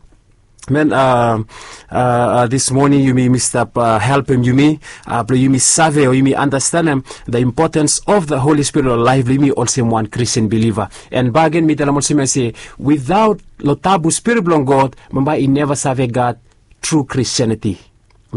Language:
Bislama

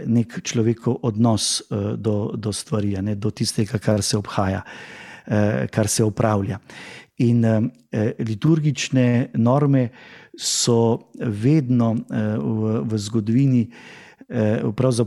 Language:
Slovenian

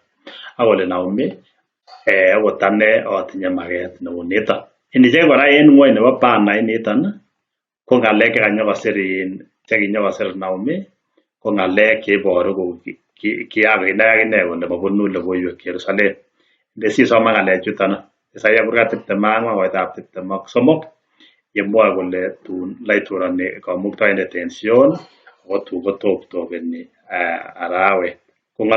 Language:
Kalenjin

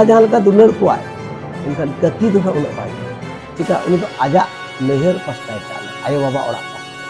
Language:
Santali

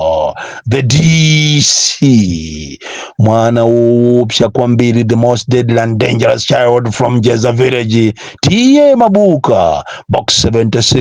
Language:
Nyanja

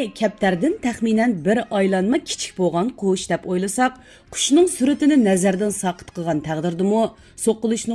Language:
Uyghur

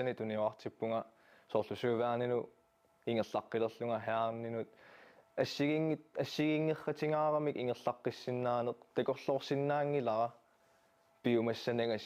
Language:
Kalaallisut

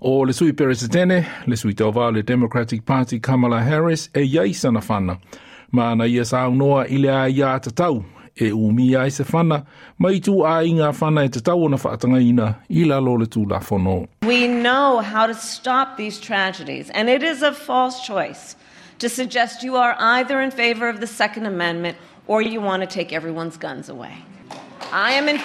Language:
Samoan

